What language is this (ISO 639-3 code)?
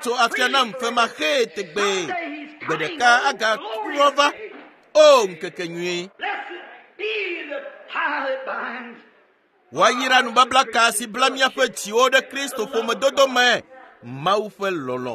ewe